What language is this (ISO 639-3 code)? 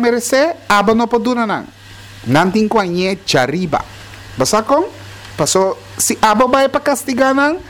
pap